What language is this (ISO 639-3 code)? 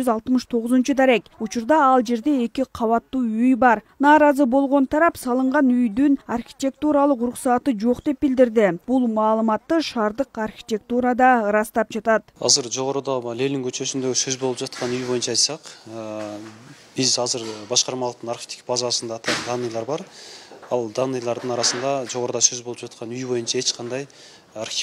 kir